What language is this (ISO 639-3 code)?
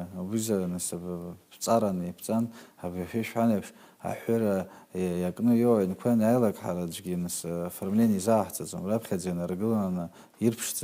abk